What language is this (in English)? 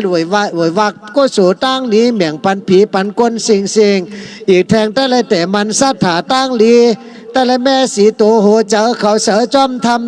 Shan